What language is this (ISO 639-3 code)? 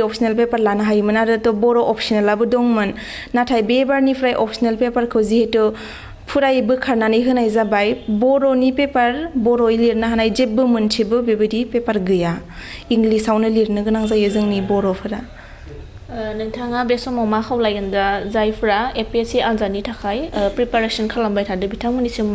brx